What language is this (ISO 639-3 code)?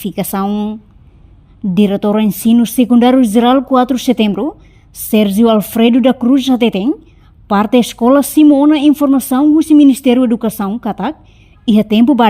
tet